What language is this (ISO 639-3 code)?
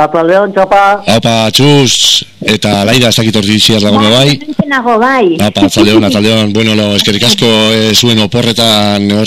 eus